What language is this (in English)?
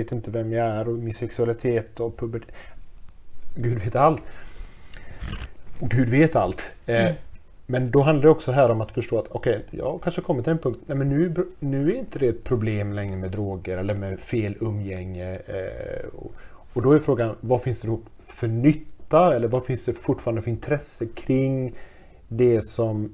Swedish